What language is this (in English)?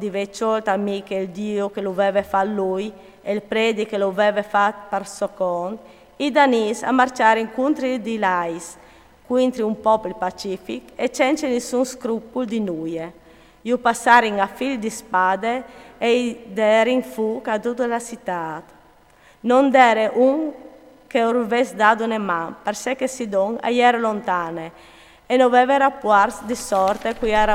Friulian